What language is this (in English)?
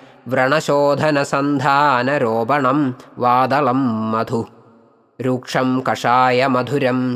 Sanskrit